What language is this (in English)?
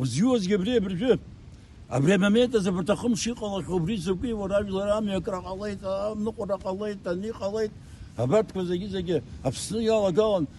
Abkhazian